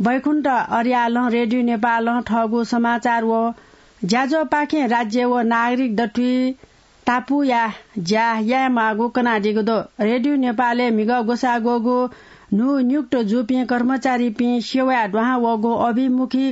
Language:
Newari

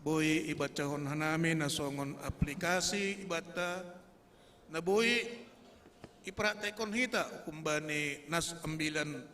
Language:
Batak Simalungun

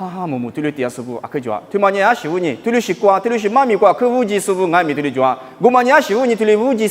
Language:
Lisu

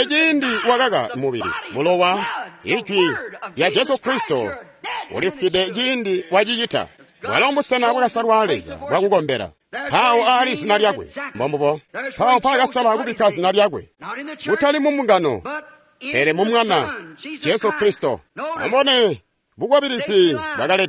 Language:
Tonga (Zambia)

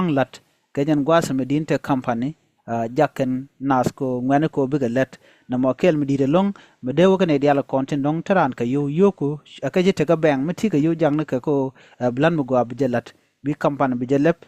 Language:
Nuer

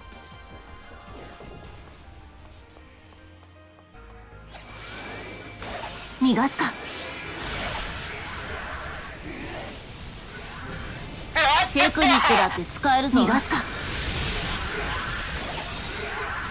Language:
Japanese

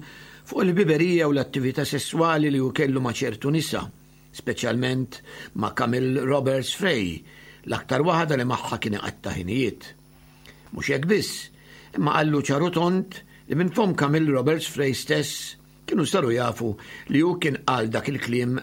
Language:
Maltese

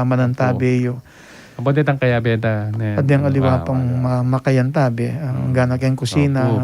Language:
Pampanga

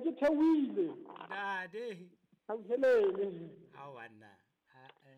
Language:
Southern Sotho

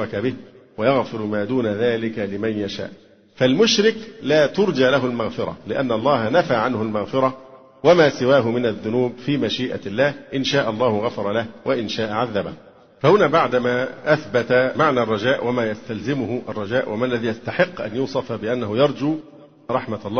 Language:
Arabic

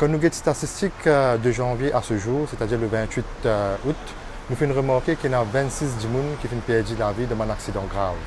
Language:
Morisyen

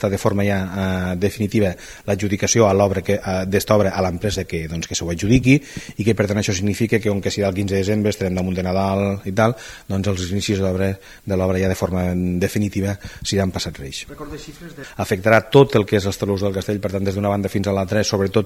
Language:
Catalan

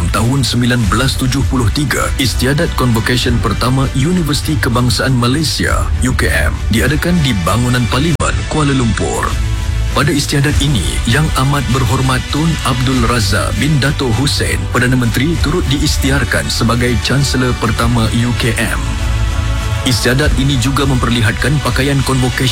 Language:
Malay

